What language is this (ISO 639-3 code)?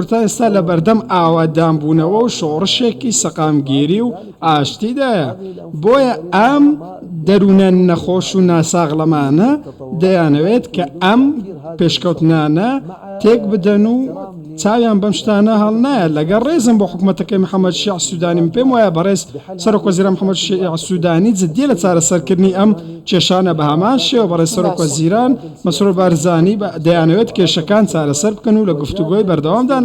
ckb